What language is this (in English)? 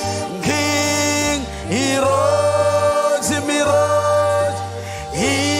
Marshallese